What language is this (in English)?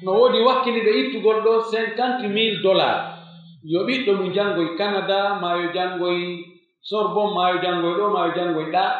Pular